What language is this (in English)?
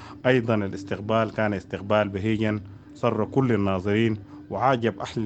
Sudanese Arabic